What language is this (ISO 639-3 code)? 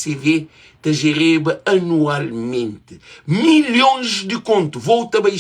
kea